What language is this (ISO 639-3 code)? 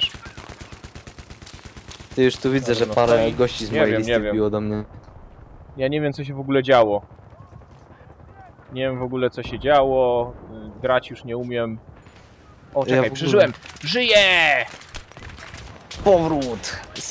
pol